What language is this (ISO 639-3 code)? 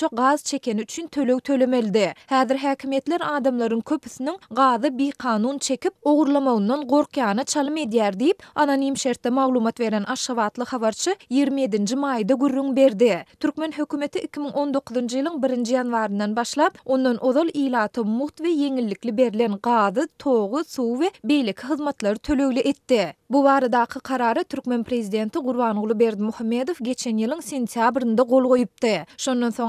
tuk